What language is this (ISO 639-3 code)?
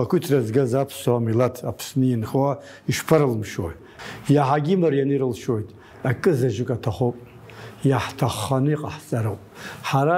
abk